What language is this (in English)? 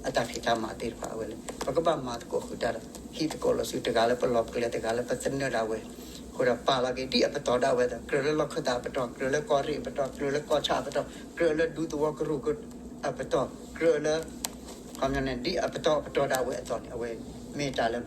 S'gaw Karen